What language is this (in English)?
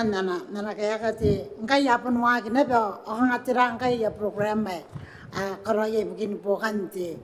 Gilbertese